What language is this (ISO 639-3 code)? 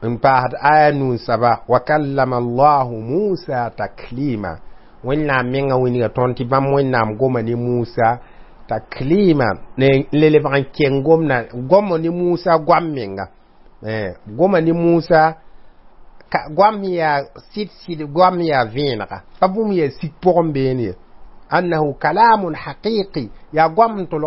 mos